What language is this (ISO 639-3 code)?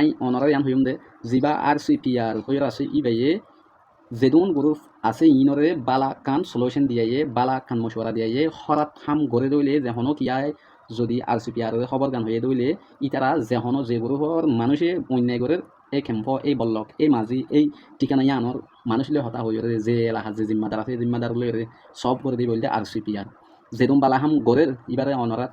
rhg